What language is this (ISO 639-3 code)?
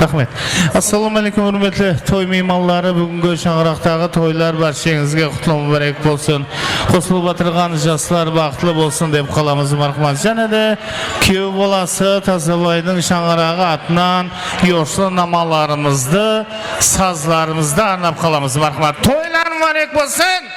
kaa